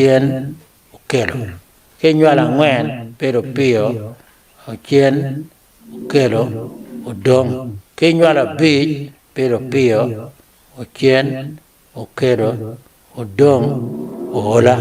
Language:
Acoli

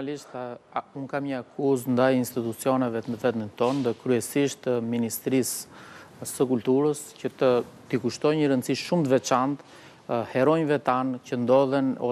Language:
Albanian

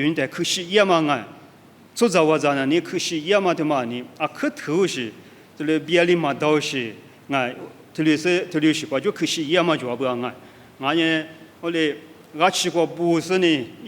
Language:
Lisu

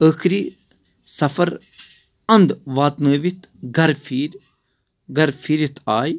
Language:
Kashmiri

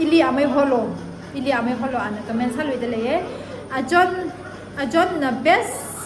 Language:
Tangkhul Naga (India)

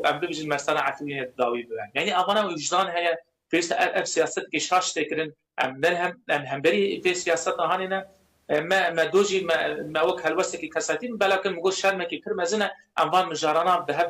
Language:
Kurdish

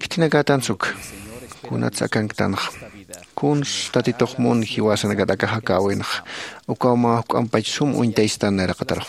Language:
Aymara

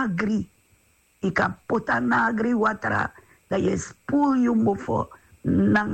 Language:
Sranan Tongo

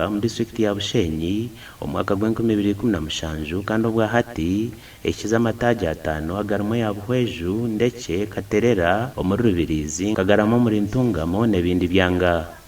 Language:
Nyankole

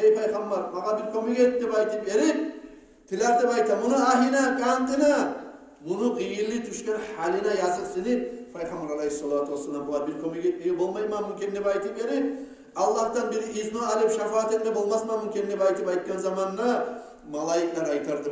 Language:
Kumyk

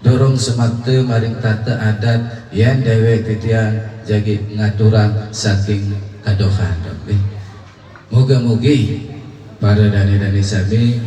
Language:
Sasak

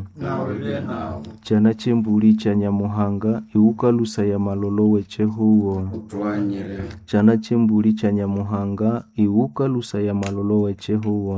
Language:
Nande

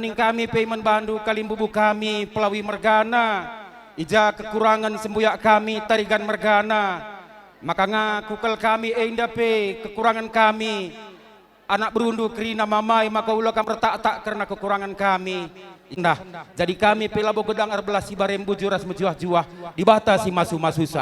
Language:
Batak Karo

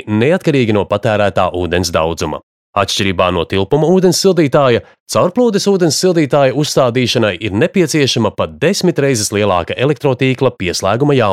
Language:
Latvian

